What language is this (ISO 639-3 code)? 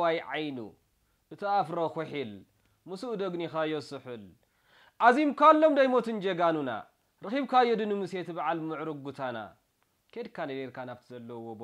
tir